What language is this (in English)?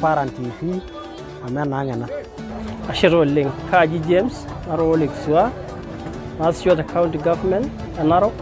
Masai